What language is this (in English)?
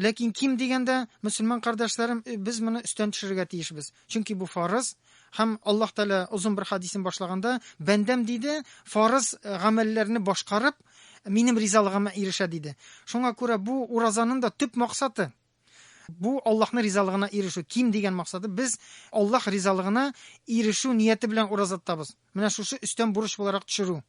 Tatar